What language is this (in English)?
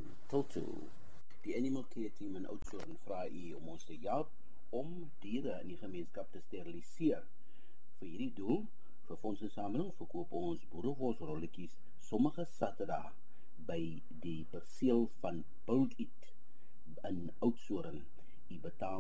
Afrikaans